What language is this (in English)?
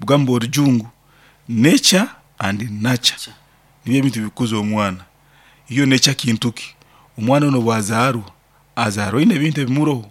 Nyankole